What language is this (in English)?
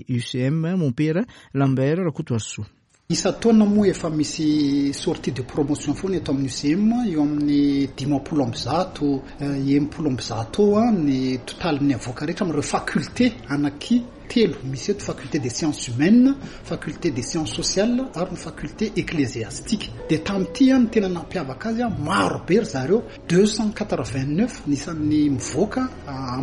Malagasy